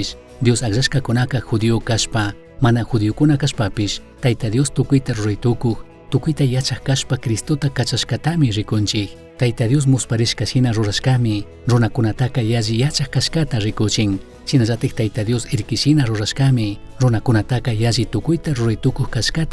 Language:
Chimborazo Highland Quichua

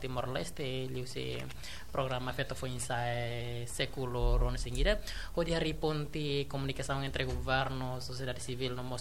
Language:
Tetum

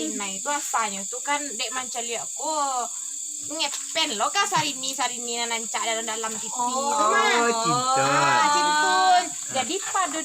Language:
Minangkabau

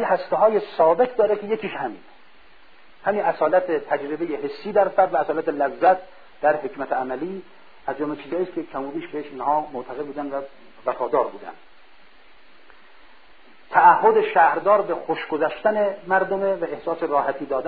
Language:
Persian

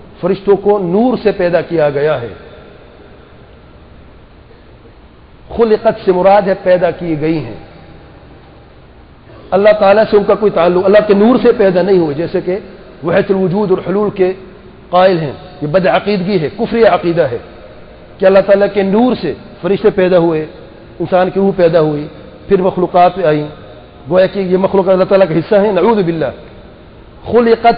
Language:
Urdu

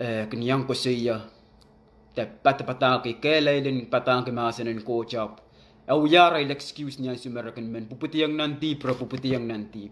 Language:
Pohnpeian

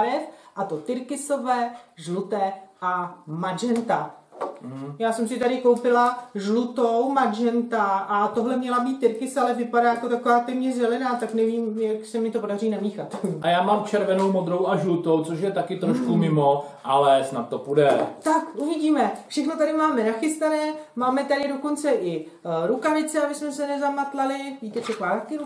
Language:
Czech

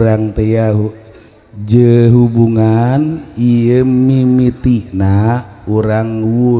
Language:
Sundanese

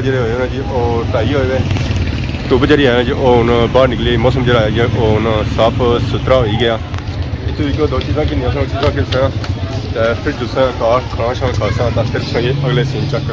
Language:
Pahari-Potwari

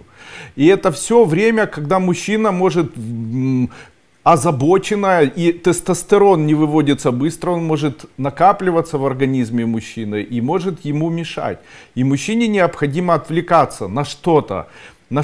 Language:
Russian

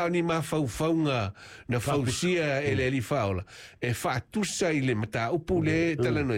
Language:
Samoan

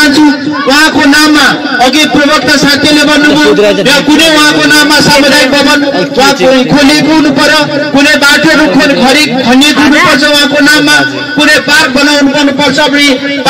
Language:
Nepali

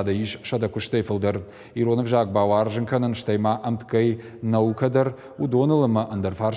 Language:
Ossetic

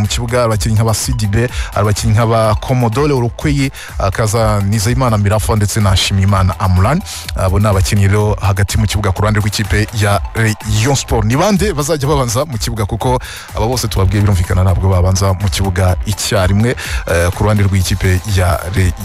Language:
Kinyarwanda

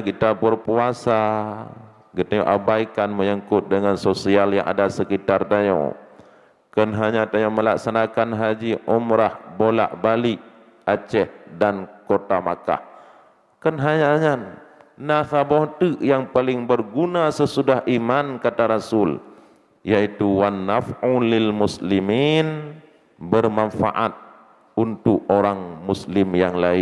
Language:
Achinese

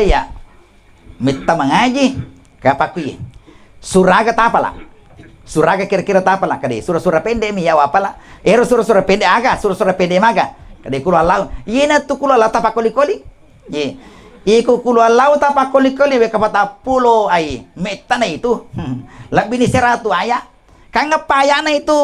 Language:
Buginese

